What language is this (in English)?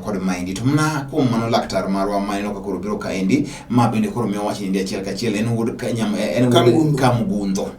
Luo (Kenya and Tanzania)